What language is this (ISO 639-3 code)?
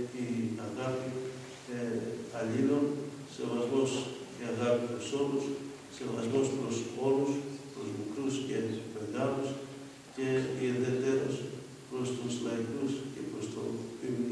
ell